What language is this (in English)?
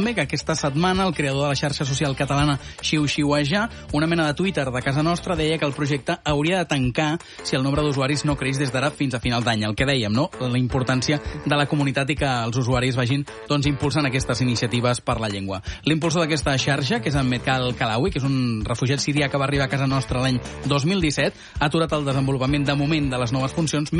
Catalan